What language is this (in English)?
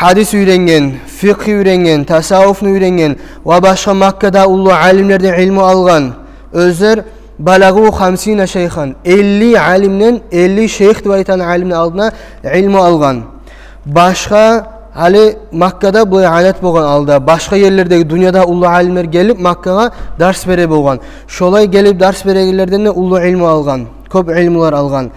Kumyk